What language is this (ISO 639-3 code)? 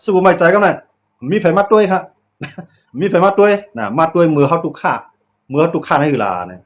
shn